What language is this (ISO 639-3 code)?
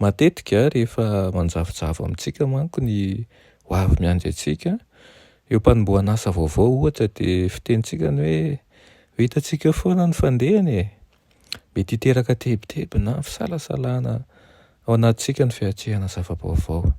mlg